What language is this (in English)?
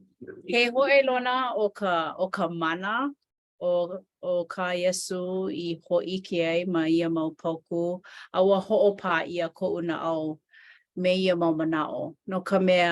Hawaiian